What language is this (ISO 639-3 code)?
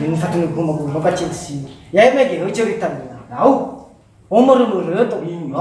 nia